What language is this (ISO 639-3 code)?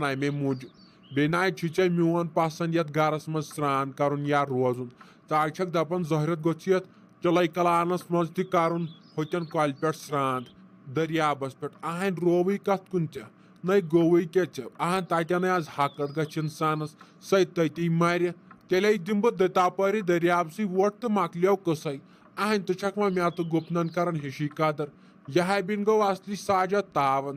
kas